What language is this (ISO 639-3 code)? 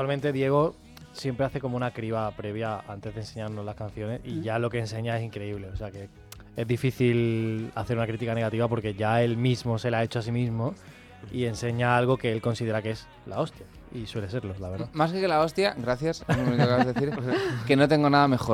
spa